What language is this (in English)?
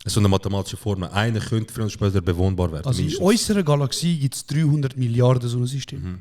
Swiss German